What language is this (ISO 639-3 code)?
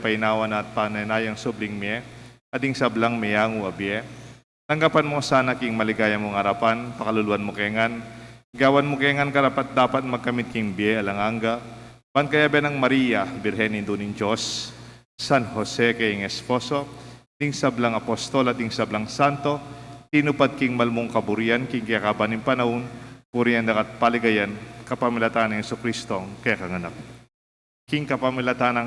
pam